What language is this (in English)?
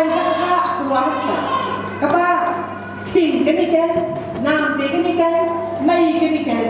Hakha Chin